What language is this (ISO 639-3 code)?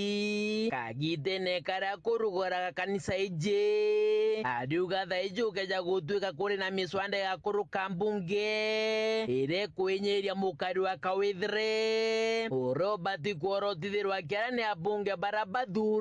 mer